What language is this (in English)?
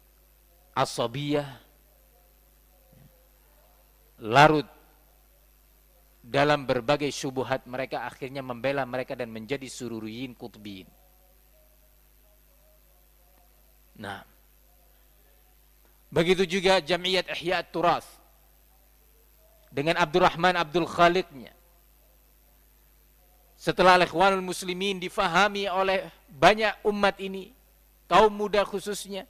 Indonesian